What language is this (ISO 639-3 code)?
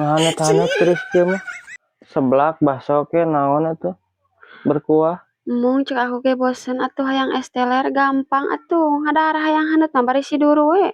sun